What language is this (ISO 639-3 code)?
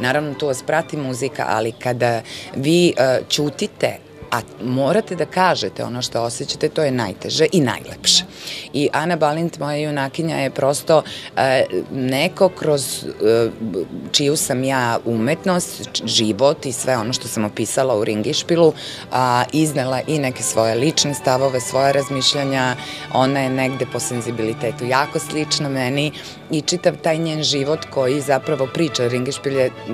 srp